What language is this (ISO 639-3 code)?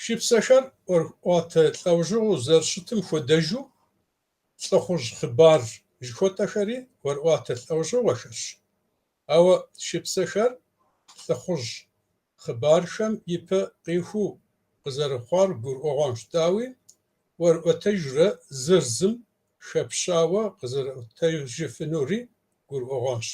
kbd